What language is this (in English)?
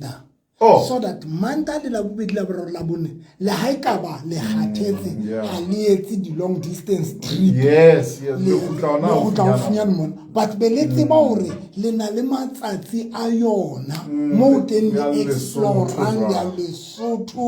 Southern Sotho